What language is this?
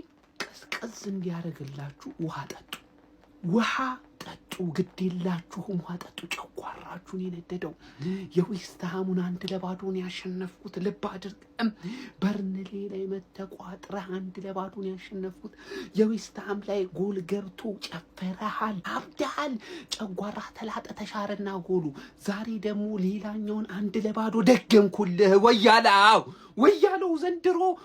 Amharic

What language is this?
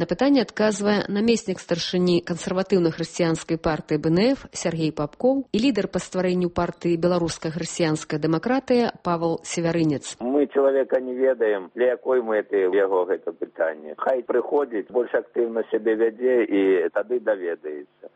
Belarusian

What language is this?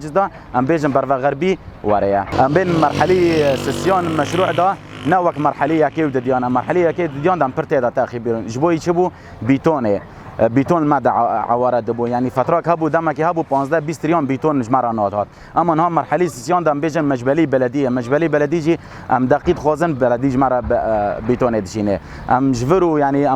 Kurdish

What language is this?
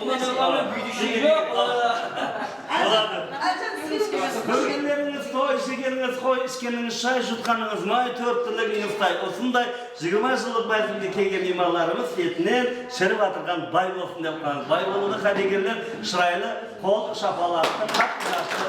Kara-Kalpak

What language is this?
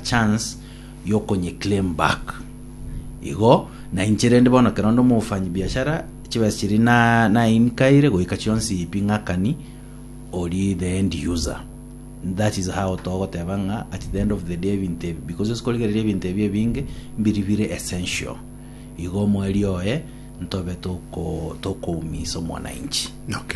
Gusii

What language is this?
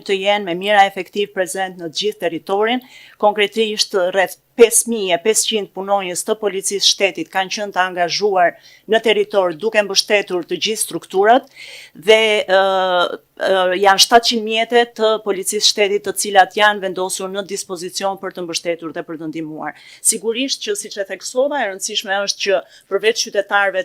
Albanian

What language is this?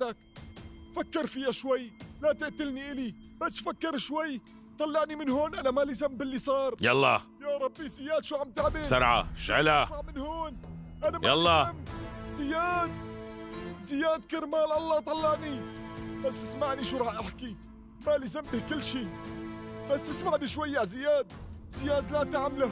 North Levantine Arabic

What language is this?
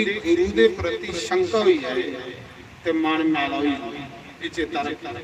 Dogri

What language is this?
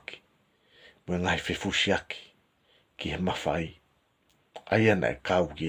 Tongan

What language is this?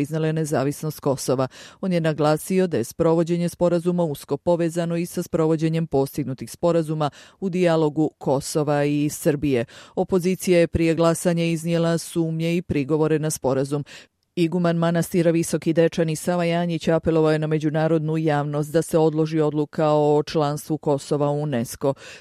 Serbian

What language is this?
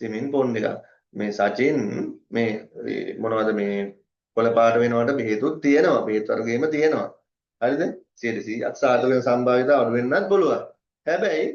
Sinhala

